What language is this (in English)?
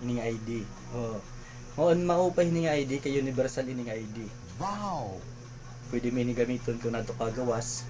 Waray